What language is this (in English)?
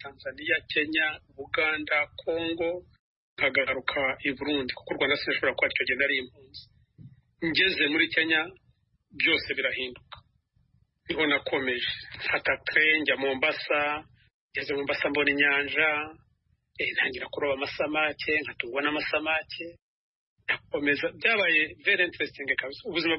Kinyarwanda